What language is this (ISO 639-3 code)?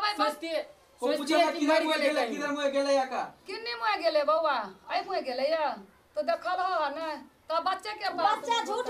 mai